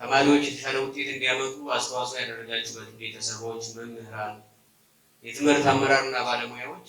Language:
Amharic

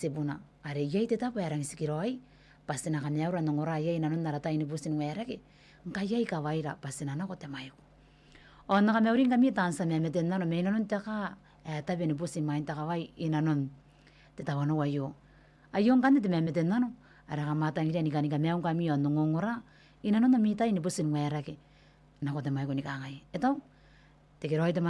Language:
Gilbertese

